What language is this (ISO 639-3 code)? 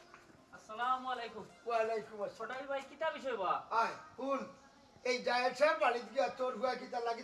syl